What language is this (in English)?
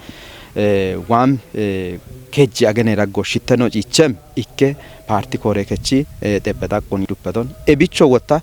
Kafa